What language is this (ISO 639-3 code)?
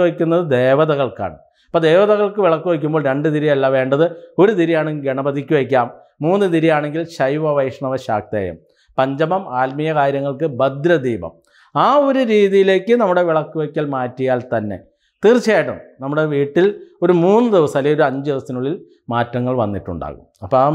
mal